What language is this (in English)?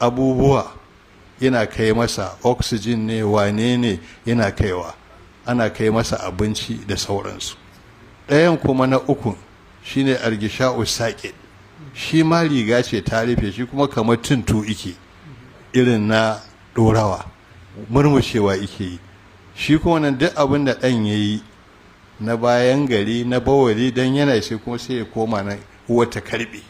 Hausa